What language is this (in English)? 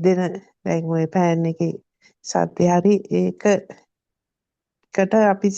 Sinhala